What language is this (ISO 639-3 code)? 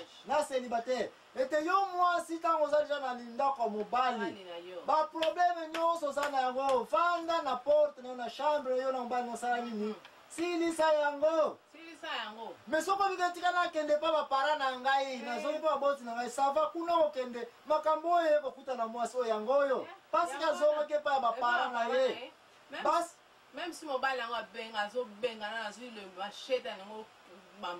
lin